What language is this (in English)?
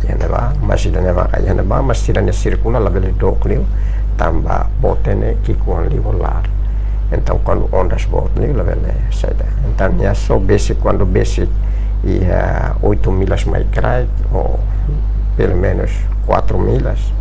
Tetum